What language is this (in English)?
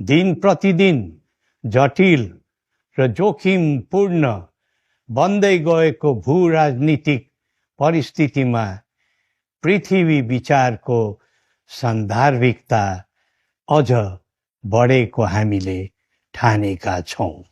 Nepali